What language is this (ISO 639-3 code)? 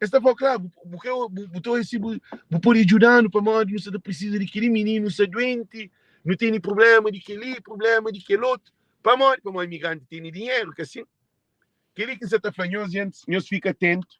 kea